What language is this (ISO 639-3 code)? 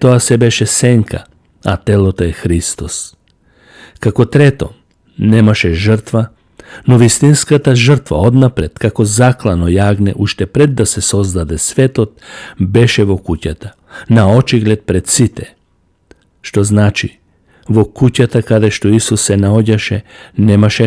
mkd